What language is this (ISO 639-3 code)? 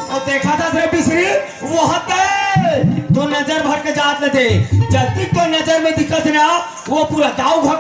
hne